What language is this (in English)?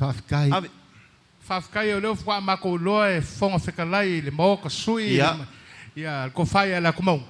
Samoan